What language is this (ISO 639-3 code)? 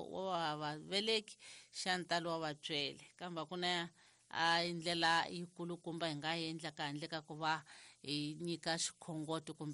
tso